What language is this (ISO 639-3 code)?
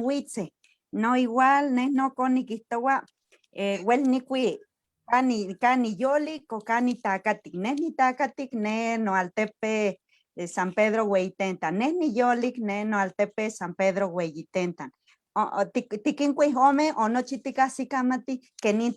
nhe